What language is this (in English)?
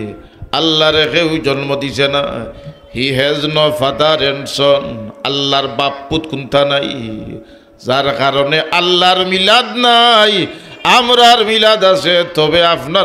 Sylheti